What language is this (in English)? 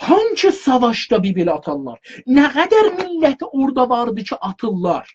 South Azerbaijani